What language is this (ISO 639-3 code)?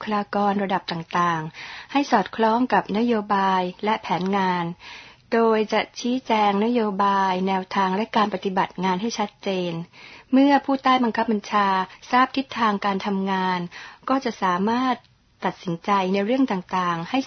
tha